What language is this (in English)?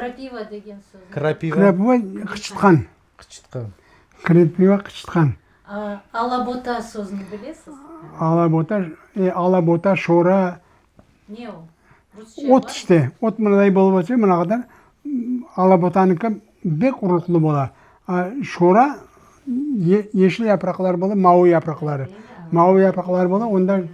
Crimean Tatar